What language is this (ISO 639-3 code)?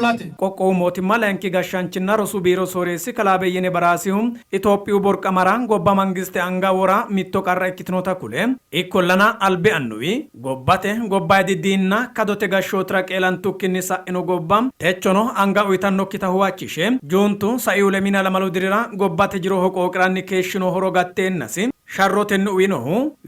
sid